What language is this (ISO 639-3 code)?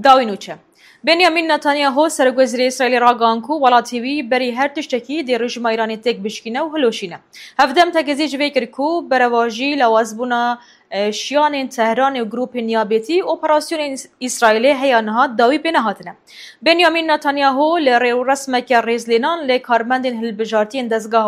kur